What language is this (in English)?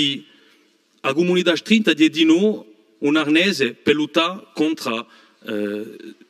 Corsican